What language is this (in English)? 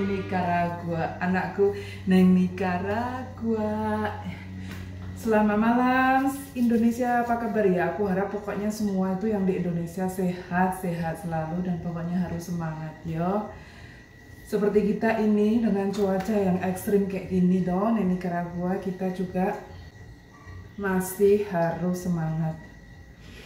Indonesian